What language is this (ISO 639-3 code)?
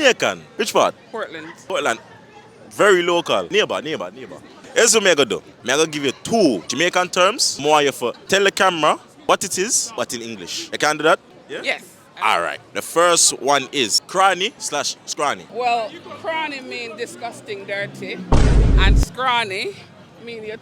jam